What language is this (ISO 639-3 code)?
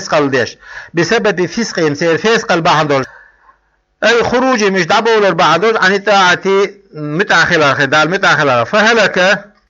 che